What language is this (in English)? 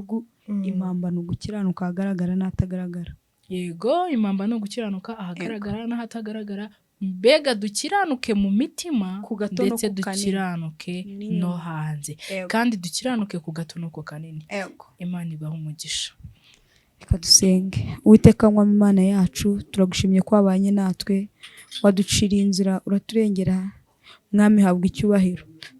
Kinyarwanda